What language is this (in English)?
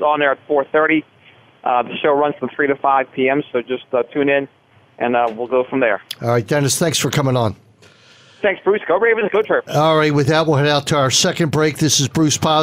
English